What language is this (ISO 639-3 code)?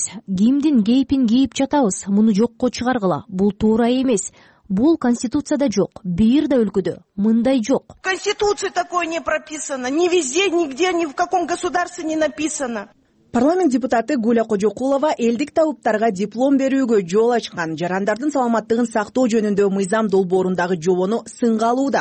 kir